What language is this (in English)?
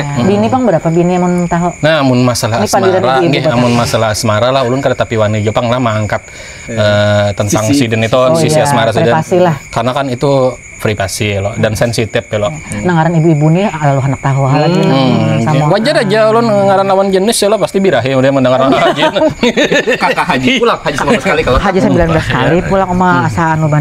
Banjar